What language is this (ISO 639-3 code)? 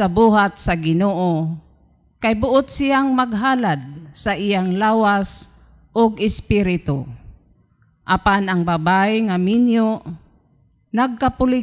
ceb